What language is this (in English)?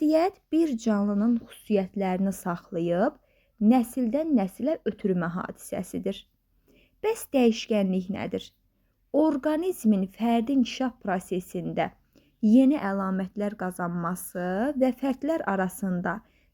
Azerbaijani